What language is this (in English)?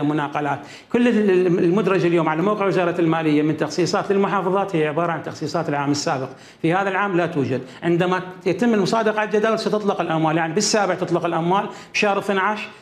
Mesopotamian Arabic